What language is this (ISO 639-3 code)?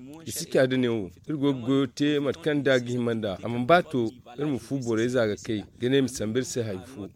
dje